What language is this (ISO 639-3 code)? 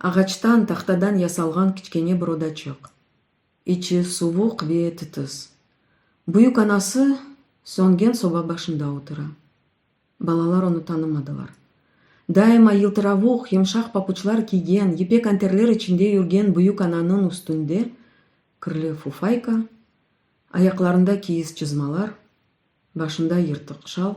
crh